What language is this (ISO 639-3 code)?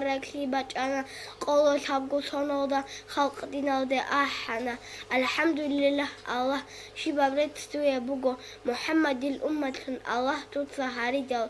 ava